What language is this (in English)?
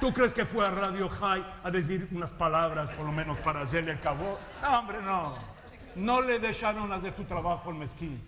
Ladino